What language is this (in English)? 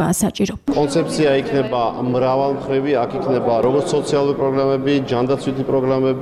Georgian